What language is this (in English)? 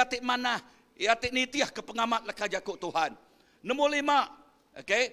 Iban